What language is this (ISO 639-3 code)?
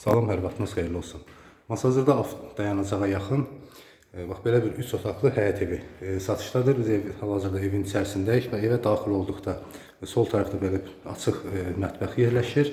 aze